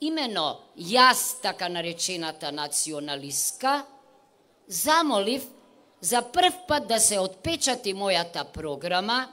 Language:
Macedonian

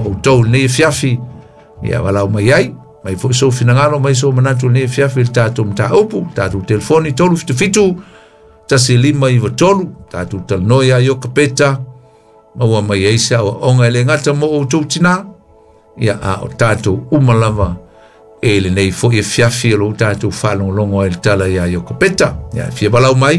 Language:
Samoan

